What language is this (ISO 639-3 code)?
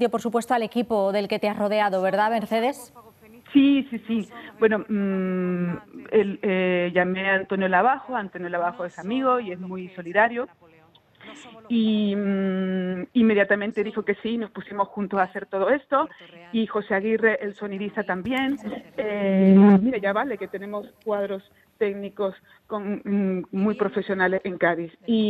spa